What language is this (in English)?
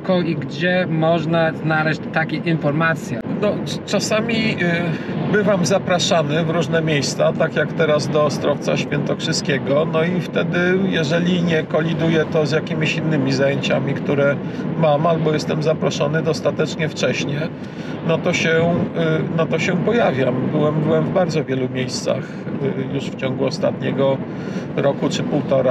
Polish